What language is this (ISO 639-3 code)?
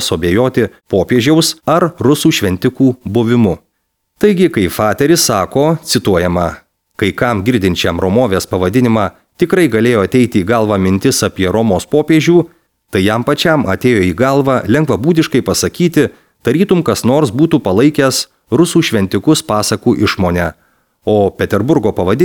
lit